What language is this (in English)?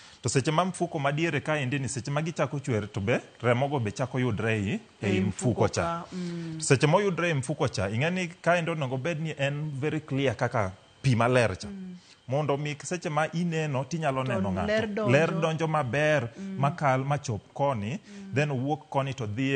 Luo (Kenya and Tanzania)